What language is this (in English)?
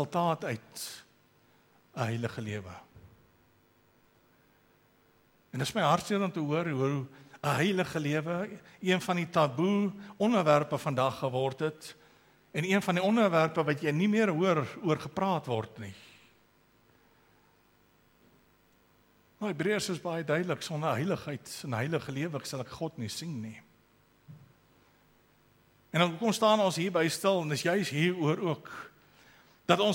Afrikaans